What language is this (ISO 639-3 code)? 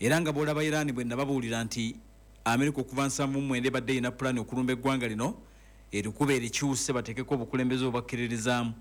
lug